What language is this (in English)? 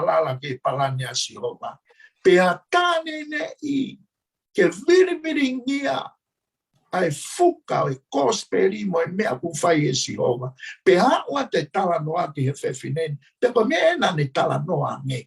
Tongan